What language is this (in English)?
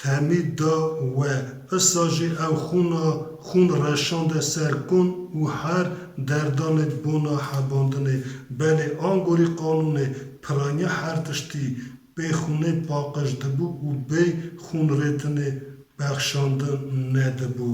Kurdish